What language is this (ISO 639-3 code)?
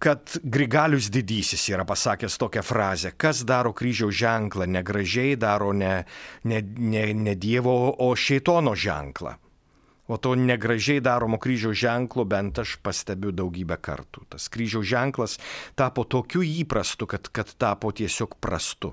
lit